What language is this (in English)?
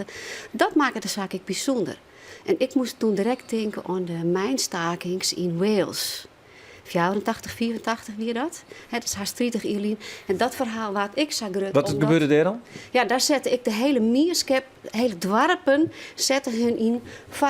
Western Frisian